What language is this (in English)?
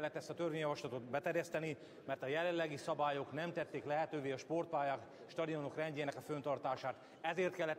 Hungarian